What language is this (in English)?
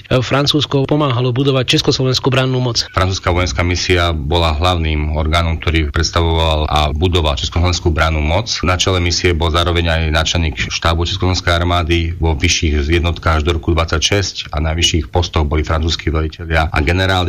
Slovak